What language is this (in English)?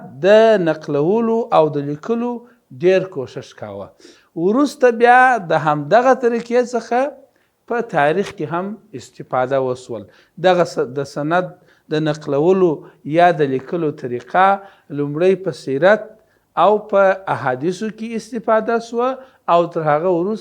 Pashto